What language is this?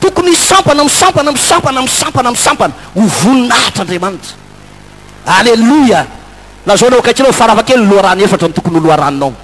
Malagasy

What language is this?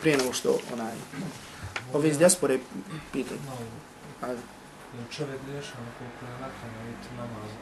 Bosnian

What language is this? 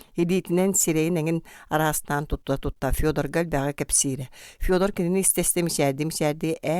Yakut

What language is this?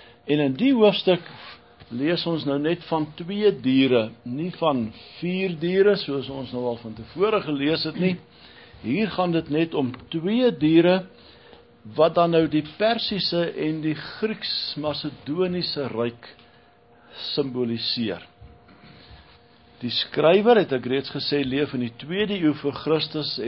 Afrikaans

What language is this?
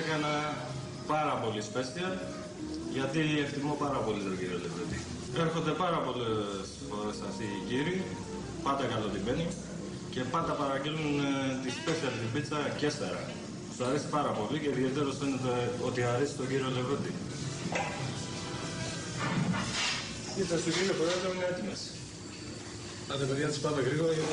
Greek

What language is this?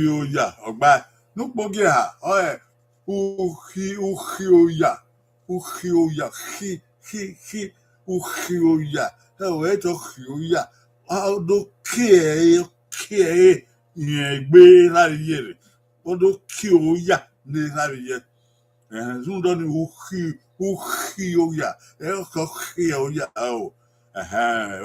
Bini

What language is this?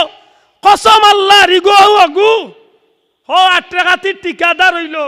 Sylheti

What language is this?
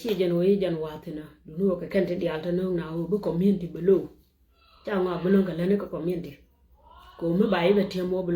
Nuer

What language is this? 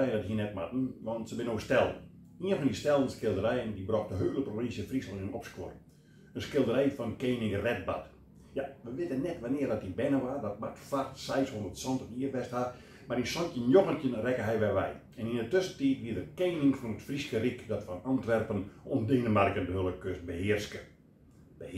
Western Frisian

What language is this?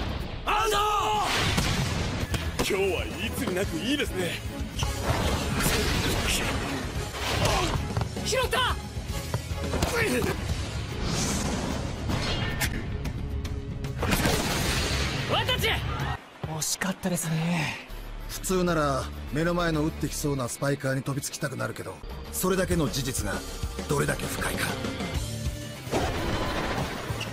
Japanese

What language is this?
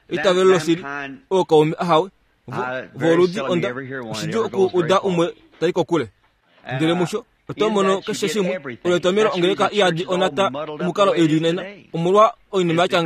Kuanyama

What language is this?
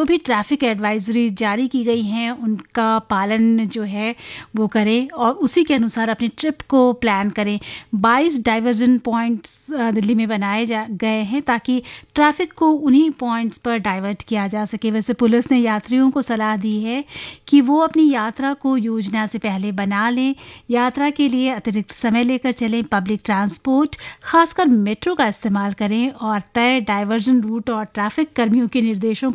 Hindi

